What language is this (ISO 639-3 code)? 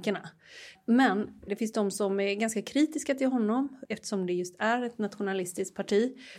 swe